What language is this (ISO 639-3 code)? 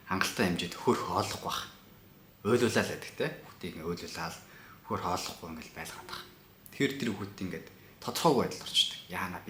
mon